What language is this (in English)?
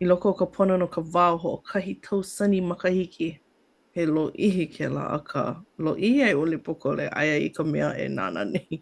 Hawaiian